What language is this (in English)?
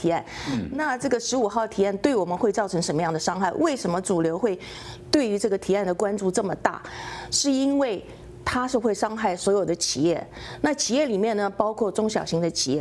Chinese